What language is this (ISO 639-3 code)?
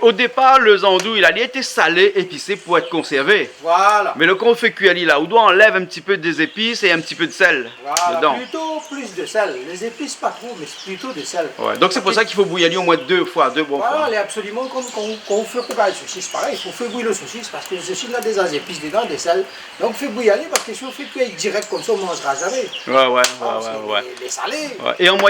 rcf